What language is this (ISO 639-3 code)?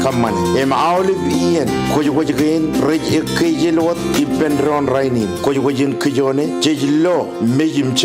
mah